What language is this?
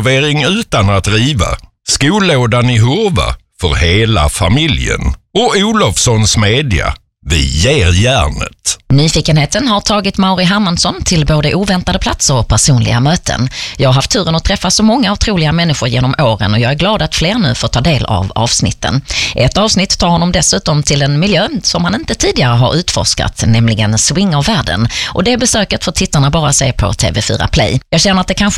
Swedish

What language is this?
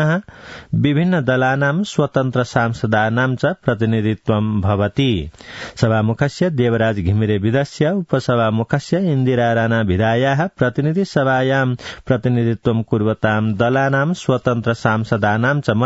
Sanskrit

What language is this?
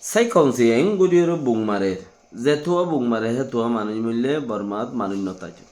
Rohingya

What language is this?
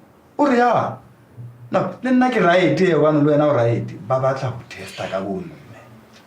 Southern Sotho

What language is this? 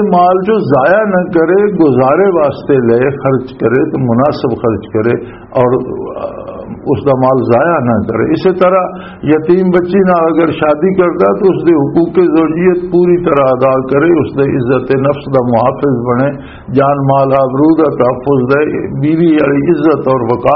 Western Panjabi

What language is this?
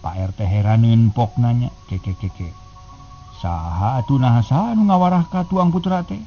Sundanese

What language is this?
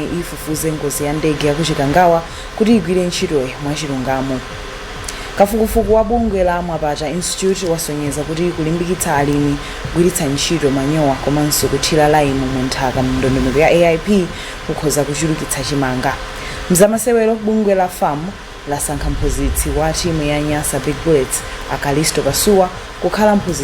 Nyanja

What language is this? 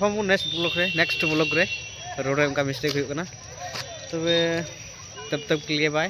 Santali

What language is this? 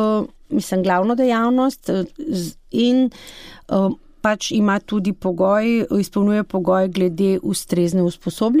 Slovenian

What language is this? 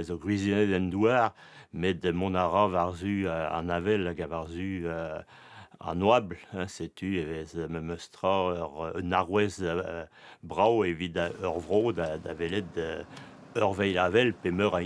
Breton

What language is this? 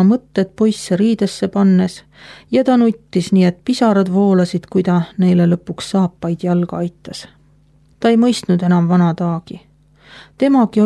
Estonian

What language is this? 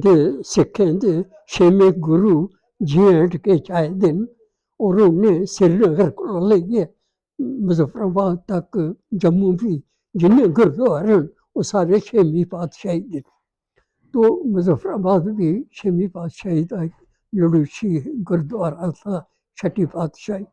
Dogri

